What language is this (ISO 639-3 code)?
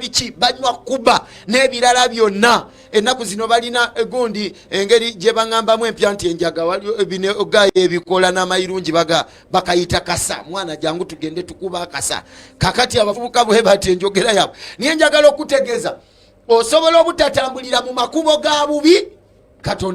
lug